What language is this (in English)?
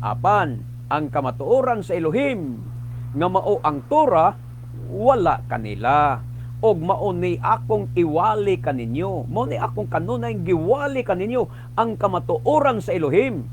Cebuano